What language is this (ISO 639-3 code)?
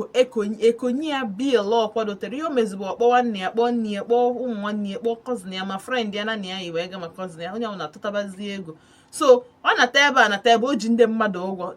ibo